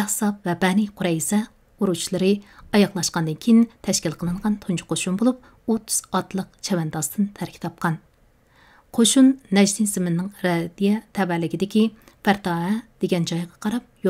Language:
Uyghur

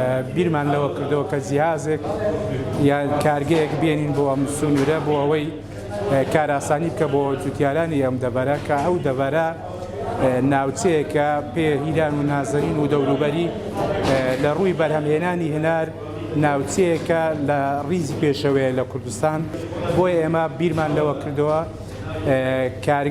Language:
Central Kurdish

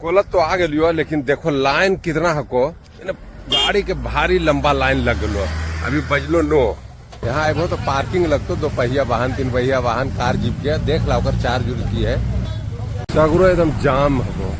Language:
Magahi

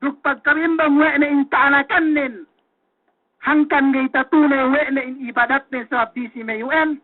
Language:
Yakan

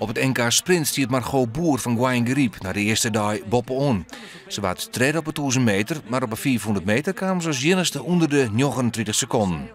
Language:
Western Frisian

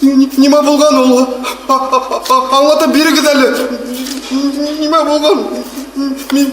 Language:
Bashkir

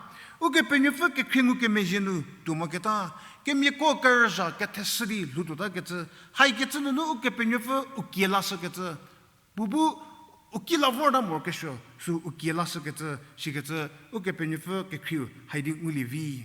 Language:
Angami Naga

